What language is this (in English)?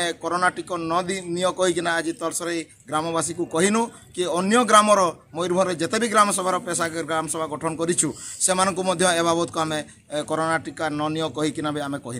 Santali